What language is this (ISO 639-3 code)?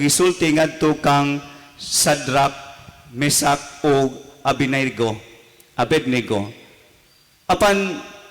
ceb